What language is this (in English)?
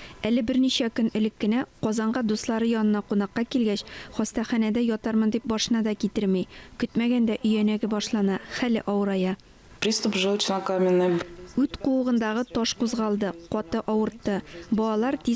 Tatar